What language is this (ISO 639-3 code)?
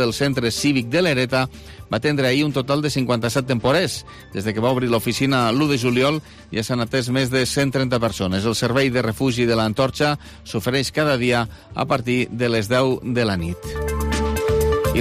cat